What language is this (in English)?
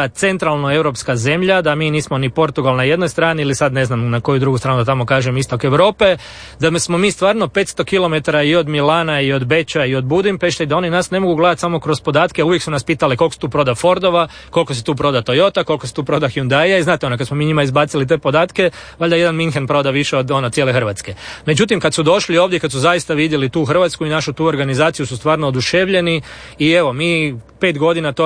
Croatian